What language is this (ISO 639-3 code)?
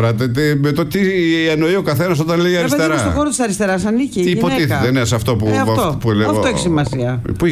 ell